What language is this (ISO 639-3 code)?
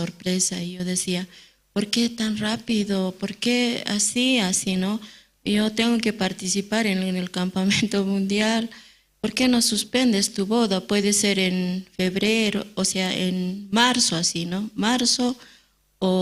aym